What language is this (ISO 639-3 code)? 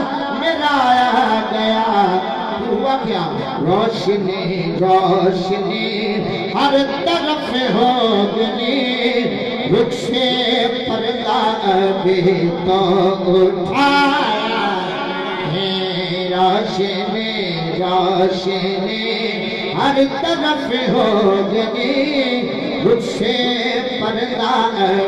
skr